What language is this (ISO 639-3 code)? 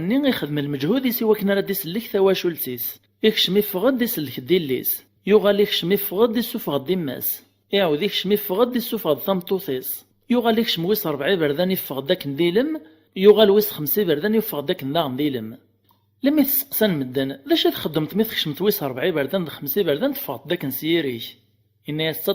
kab